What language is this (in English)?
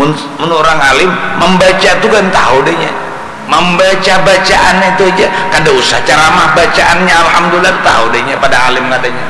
Banjar